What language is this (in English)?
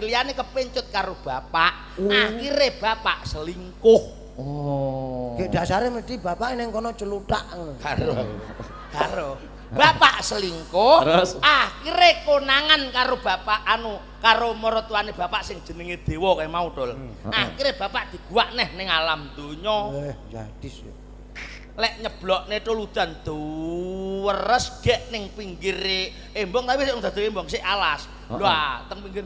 Javanese